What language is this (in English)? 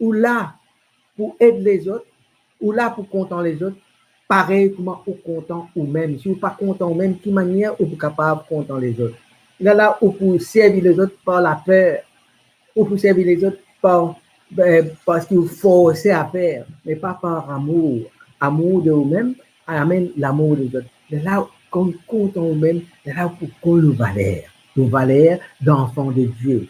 Morisyen